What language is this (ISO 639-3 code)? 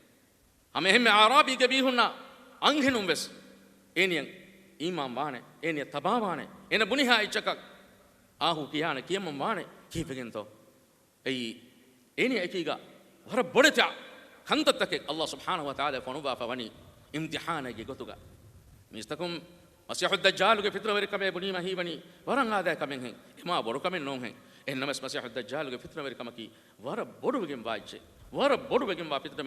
div